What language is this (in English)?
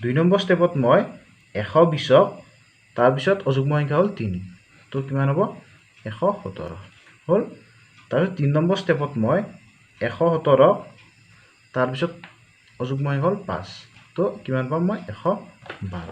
Assamese